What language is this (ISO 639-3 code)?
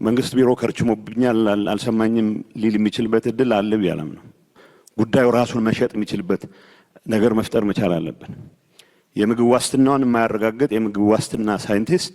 amh